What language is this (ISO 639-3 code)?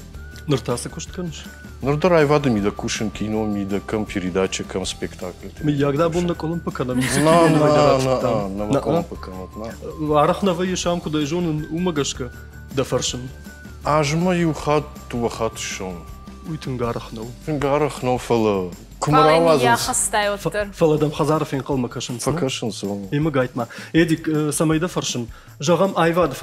oss